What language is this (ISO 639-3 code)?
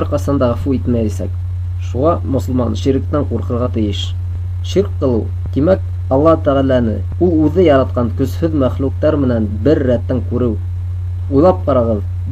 bak